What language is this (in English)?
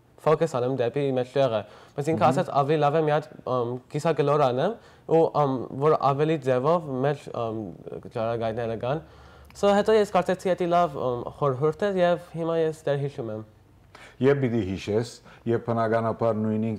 Western Armenian